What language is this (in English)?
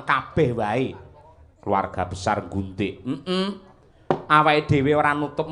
Javanese